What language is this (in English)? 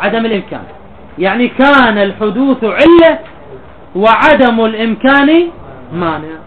Mesopotamian Arabic